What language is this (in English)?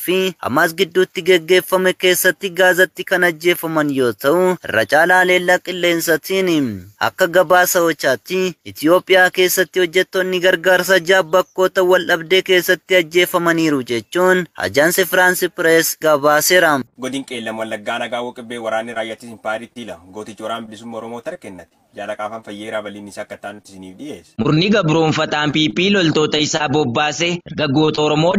Oromo